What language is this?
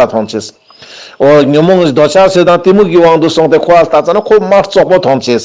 Ladakhi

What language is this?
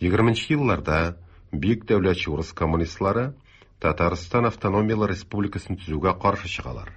Tatar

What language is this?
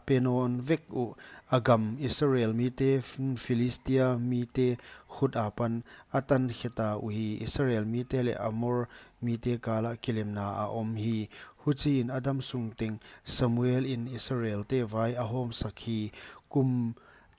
Paite Chin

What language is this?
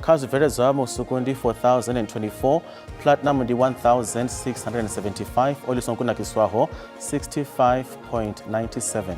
Venda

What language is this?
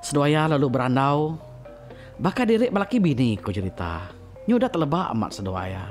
Iban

